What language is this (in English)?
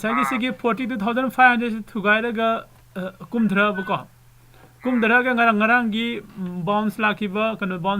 Manipuri